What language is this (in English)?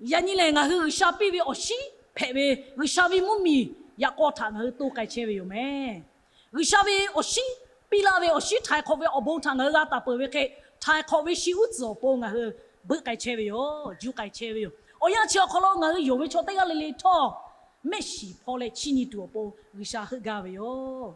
Lahu